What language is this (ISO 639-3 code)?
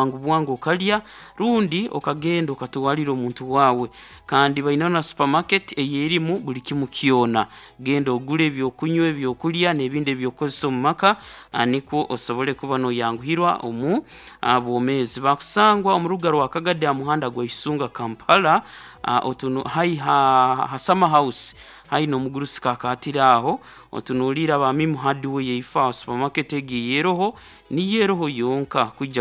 nyo